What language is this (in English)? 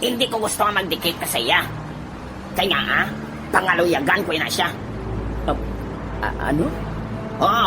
Hiligaynon